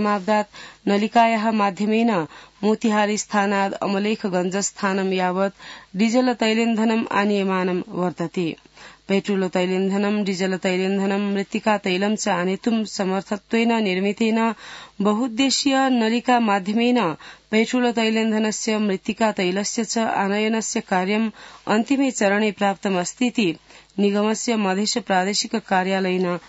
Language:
Sanskrit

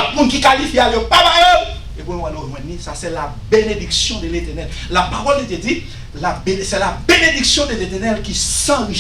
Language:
Haitian Creole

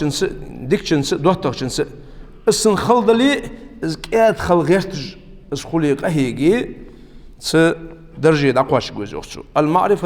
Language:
Ingush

